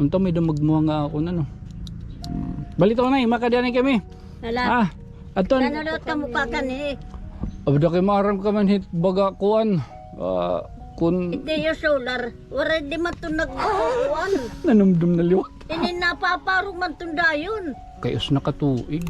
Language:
Waray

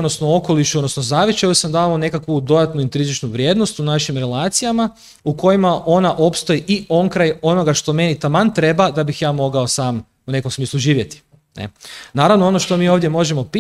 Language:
Croatian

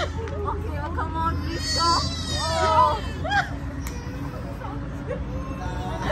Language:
Malayalam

